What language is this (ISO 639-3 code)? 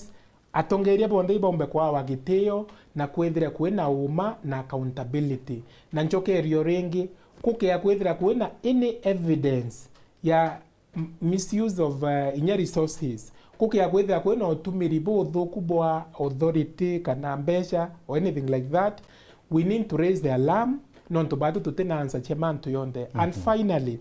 mer